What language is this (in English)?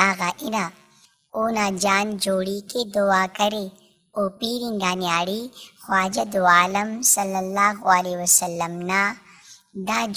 Brahui